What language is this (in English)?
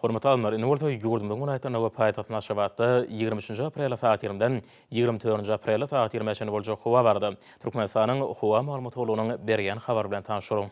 Turkmen